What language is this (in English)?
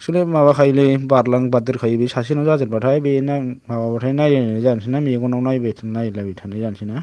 Bodo